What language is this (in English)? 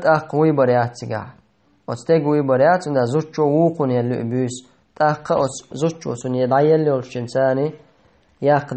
Chechen